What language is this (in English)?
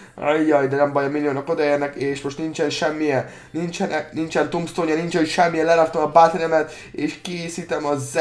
Hungarian